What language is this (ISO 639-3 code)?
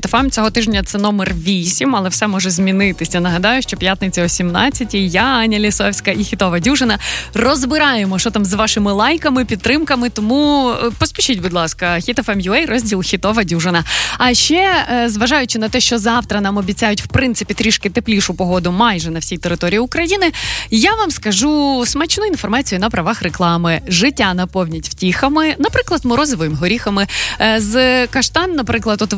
ukr